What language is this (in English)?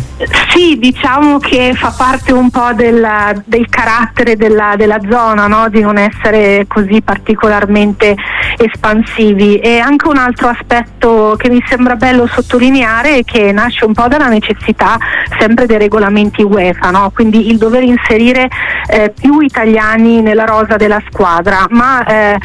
Italian